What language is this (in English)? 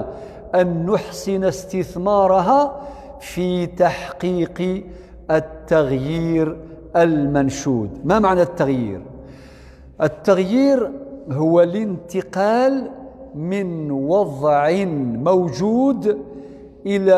Arabic